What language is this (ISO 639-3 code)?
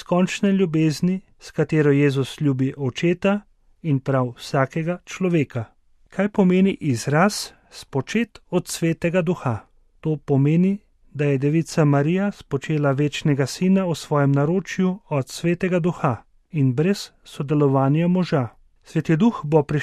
slv